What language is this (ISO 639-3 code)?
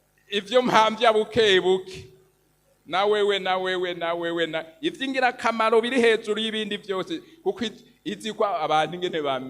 run